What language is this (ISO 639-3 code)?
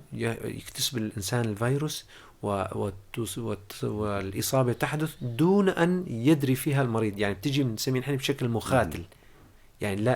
apc